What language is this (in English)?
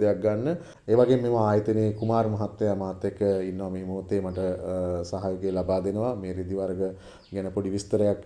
Sinhala